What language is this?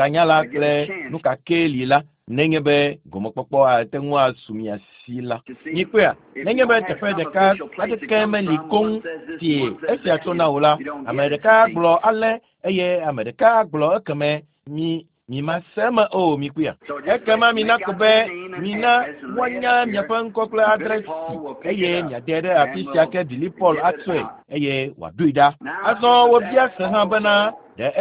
Ewe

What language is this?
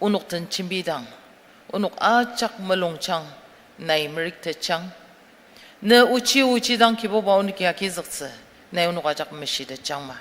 Ao Naga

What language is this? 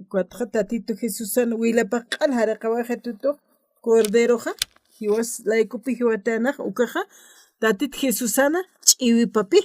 Aymara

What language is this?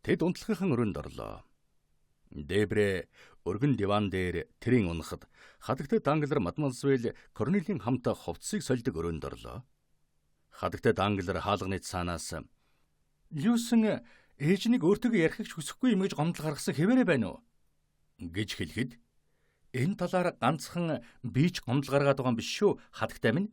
Mongolian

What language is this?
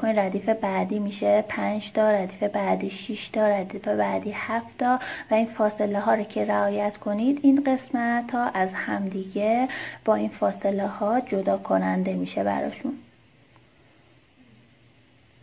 Persian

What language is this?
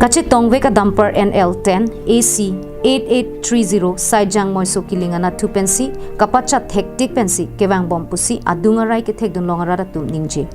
Karbi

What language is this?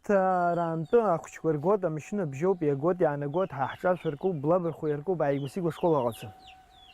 Abkhazian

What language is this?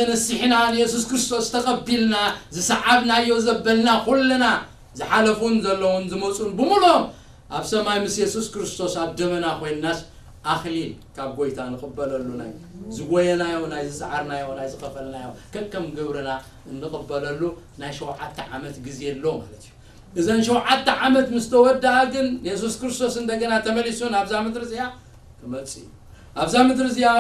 Tigrinya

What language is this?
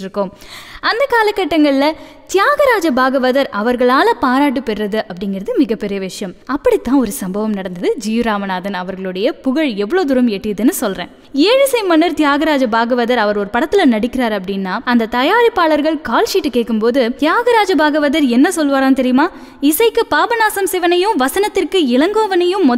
Tamil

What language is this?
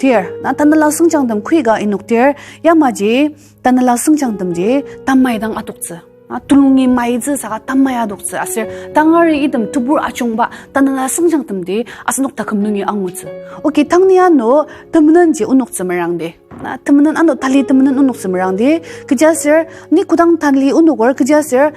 Ao Naga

